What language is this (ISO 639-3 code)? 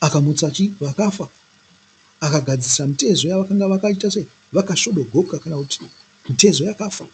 sna